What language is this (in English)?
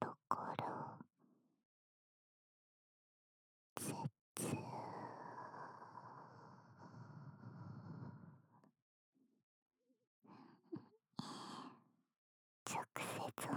Japanese